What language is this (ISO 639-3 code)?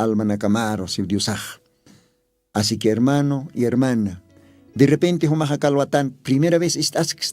aym